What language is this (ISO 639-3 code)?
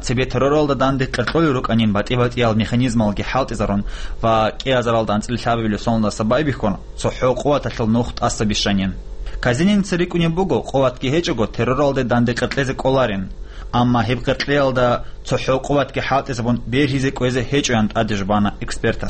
ava